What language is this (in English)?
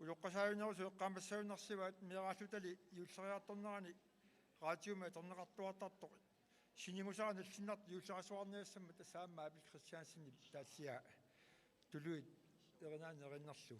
Kalaallisut